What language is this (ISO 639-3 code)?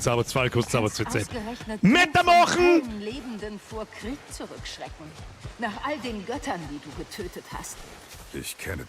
bar